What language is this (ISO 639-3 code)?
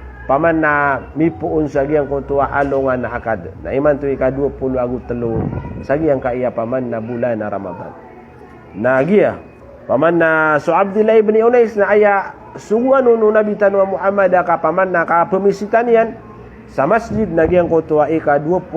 mrw